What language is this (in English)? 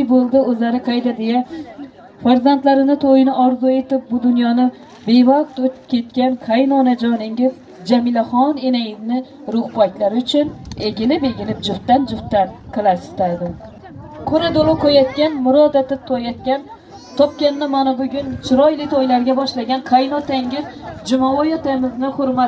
Uzbek